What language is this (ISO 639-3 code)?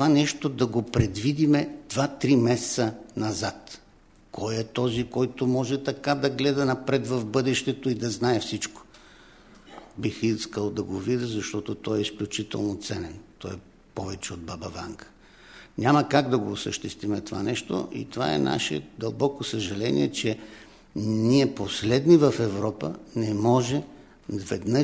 bul